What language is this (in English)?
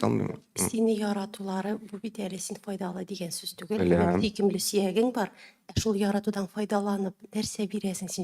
Tatar